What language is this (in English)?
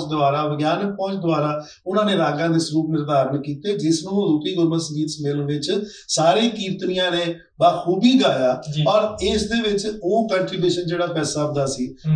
Punjabi